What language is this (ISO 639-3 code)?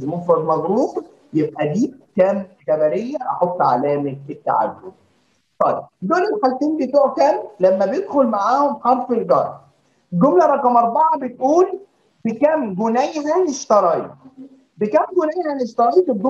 arz